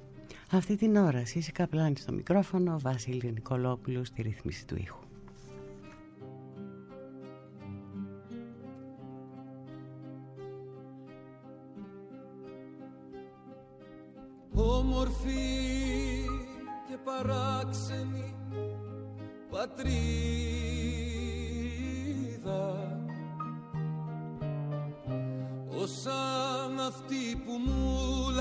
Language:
Greek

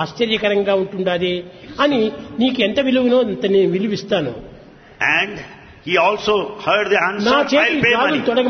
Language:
Telugu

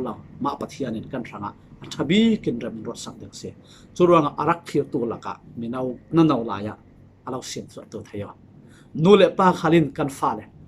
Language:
Falam Chin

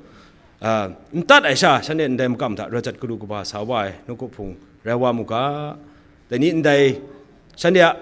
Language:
Kachin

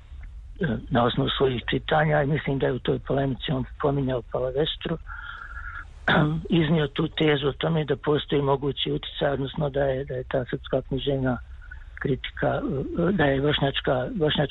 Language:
Bosnian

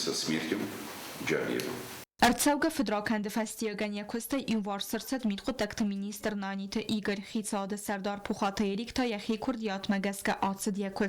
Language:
Ossetic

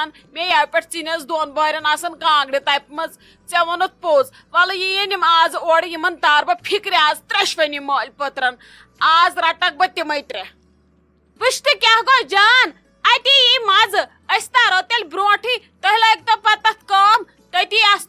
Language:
Kashmiri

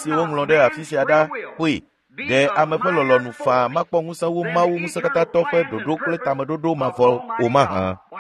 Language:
Ewe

